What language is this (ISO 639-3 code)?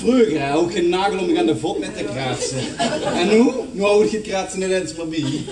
lim